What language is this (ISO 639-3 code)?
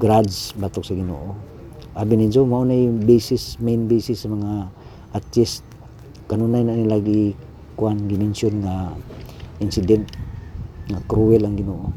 ceb